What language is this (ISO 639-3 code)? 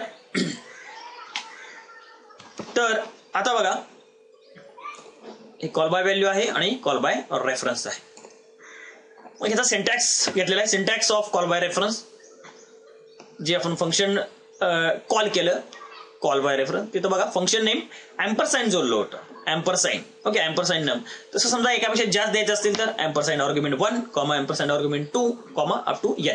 mar